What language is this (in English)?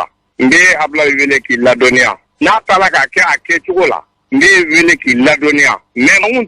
Bambara